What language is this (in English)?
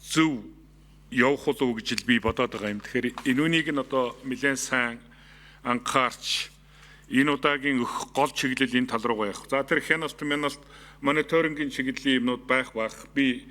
Mongolian